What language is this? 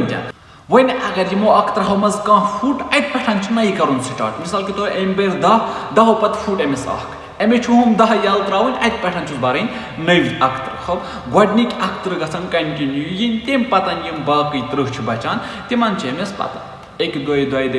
Kashmiri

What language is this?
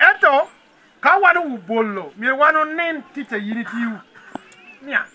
Lango (Uganda)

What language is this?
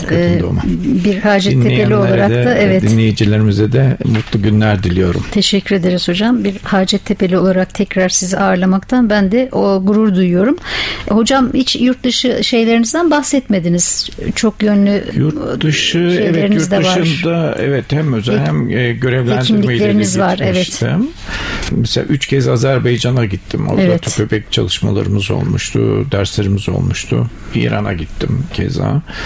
Turkish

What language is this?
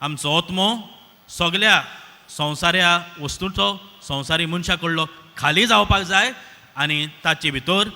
Konkani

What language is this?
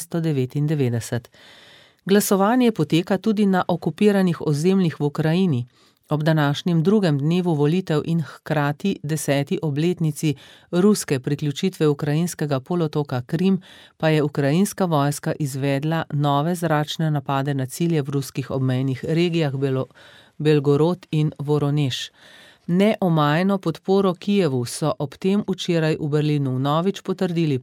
Slovenian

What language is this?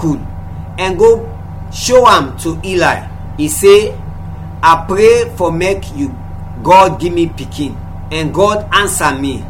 Krio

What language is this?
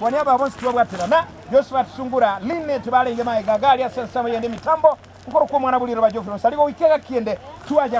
Gusii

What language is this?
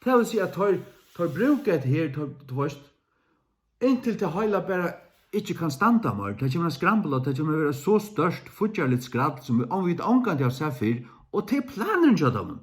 Faroese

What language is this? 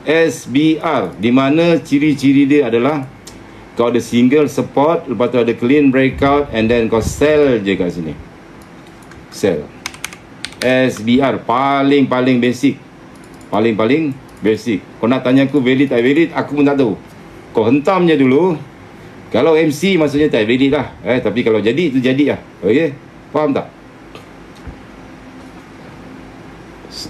Malay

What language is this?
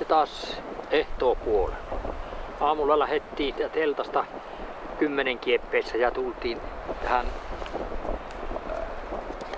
Finnish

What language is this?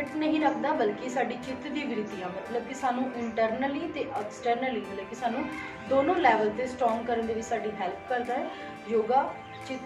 Punjabi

